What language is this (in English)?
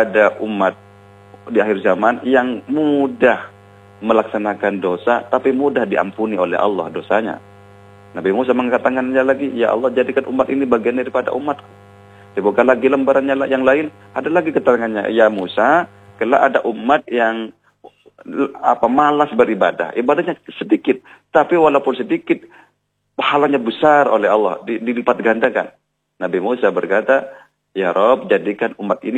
Indonesian